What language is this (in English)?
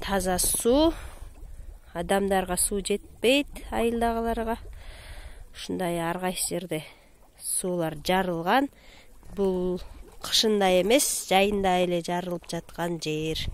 Kyrgyz